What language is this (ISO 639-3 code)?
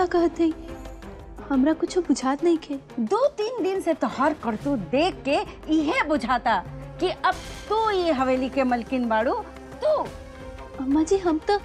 bho